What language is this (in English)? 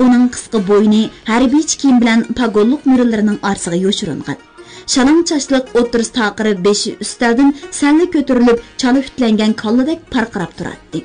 Uyghur